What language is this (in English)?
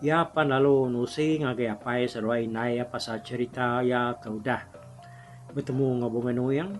Iban